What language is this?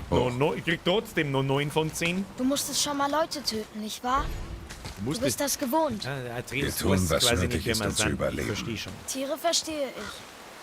Bavarian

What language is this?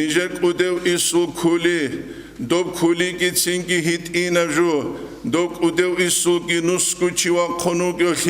Avaric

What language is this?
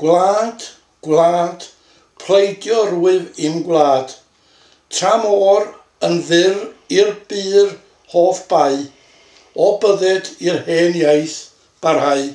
Welsh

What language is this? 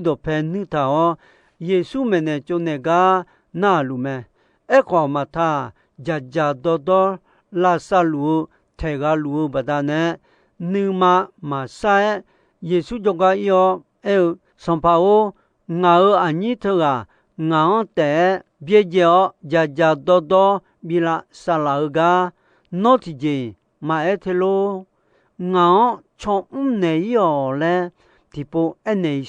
Akha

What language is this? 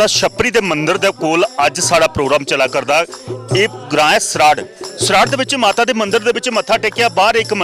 Dogri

